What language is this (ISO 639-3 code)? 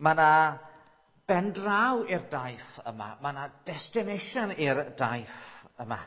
cym